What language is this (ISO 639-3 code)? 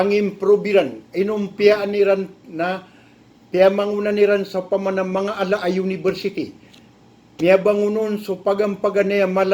mrw